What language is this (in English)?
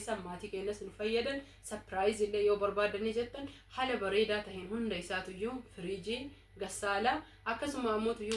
Oromo